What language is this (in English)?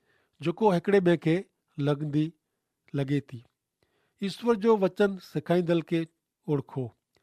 Kachhi